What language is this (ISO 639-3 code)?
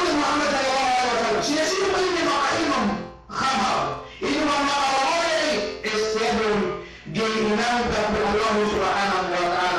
yka